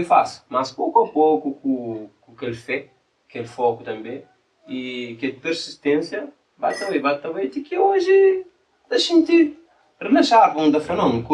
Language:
Kabuverdianu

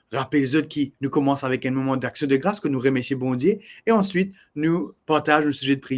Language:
Morisyen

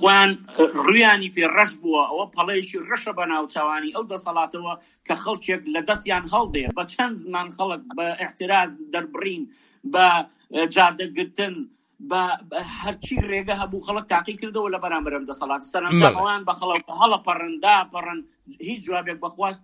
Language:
Central Kurdish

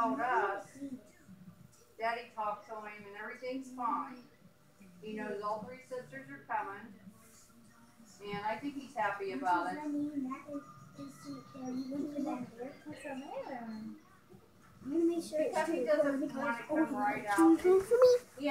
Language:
English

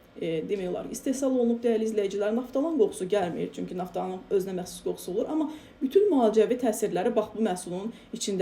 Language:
Azerbaijani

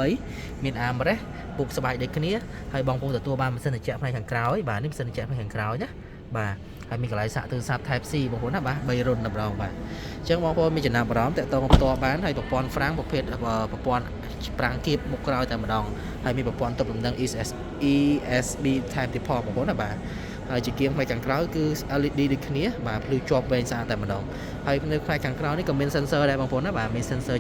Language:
Khmer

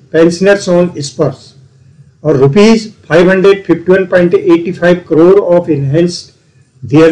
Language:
Hindi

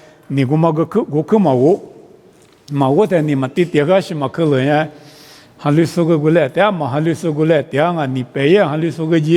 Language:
Lisu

